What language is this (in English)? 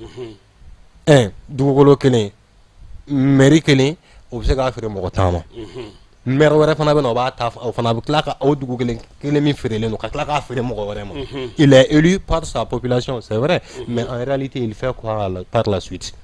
Bambara